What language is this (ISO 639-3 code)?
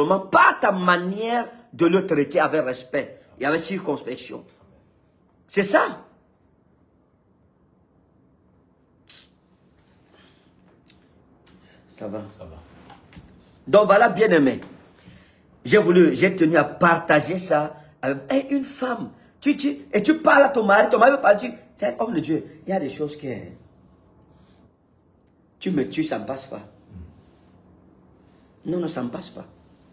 fra